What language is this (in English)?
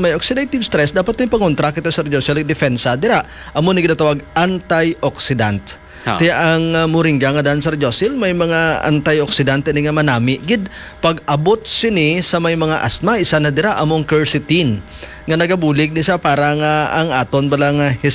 Hiligaynon